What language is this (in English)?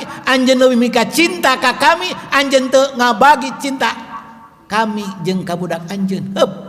Sundanese